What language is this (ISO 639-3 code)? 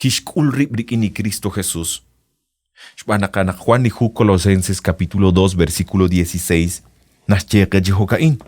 kek